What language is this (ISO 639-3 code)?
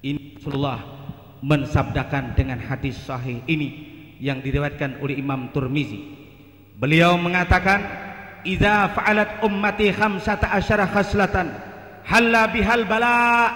bjn